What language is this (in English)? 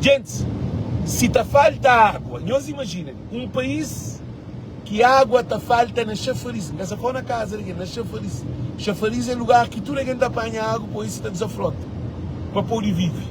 Kabuverdianu